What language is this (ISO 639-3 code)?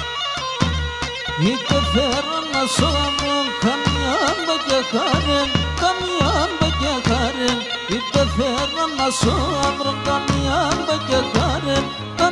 ell